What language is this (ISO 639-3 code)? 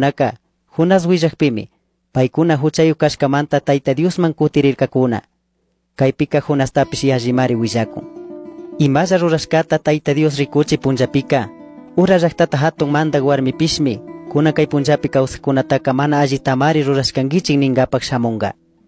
qug